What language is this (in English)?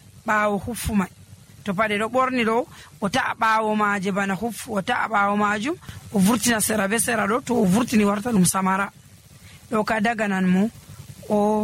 Nigerian Fulfulde